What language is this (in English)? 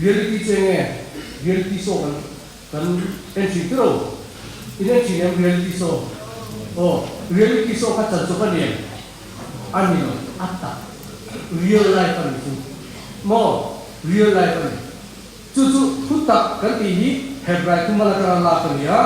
Mizo